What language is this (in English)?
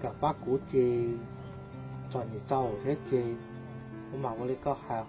Hmong